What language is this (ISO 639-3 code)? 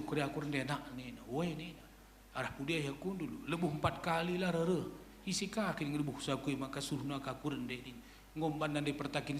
btx